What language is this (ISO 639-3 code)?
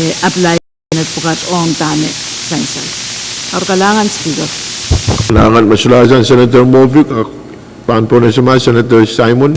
pon